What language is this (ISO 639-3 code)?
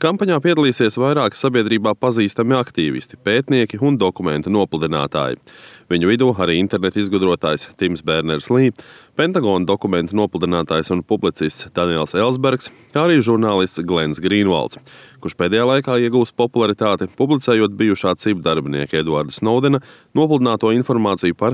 lav